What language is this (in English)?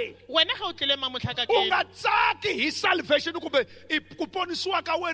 Tsonga